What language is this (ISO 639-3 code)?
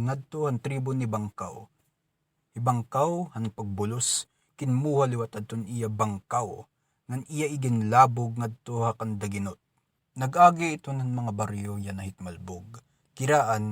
war